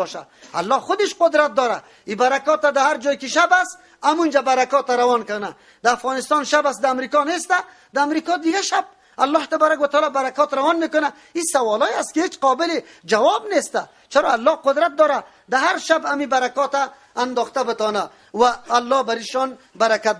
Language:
Persian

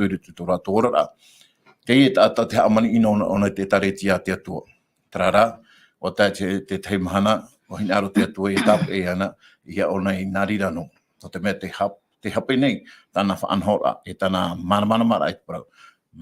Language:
Tahitian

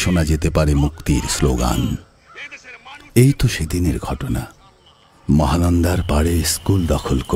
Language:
Bangla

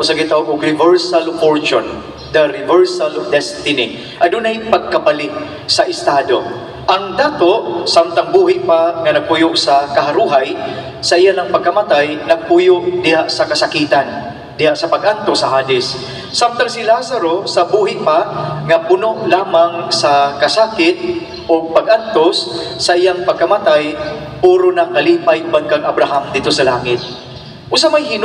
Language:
Cebuano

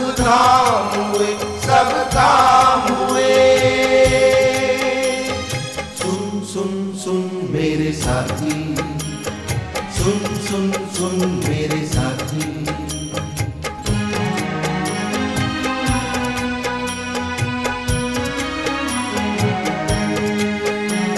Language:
Hindi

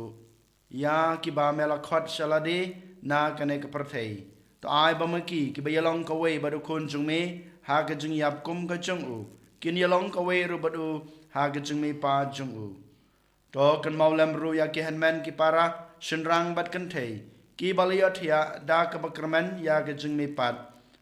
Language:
Khasi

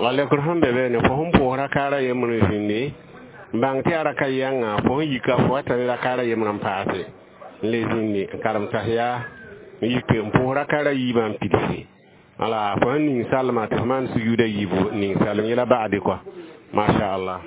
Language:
Mossi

